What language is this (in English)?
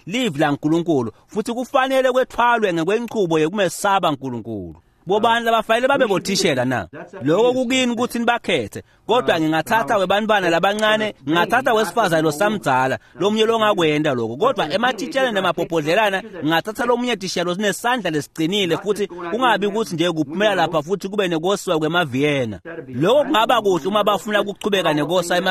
Swati